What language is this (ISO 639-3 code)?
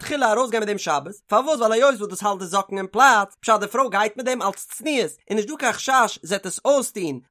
yid